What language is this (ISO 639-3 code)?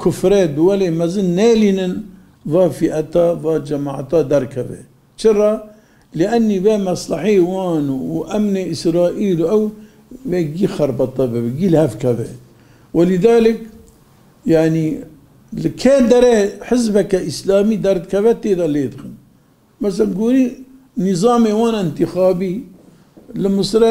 kur